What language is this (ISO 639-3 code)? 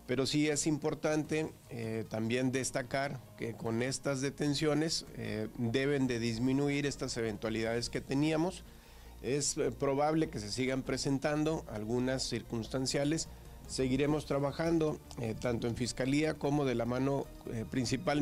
spa